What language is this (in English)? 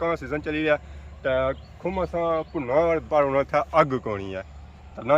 Pahari-Potwari